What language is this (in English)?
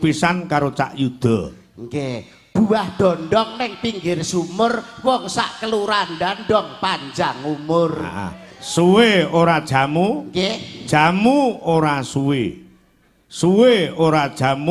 Javanese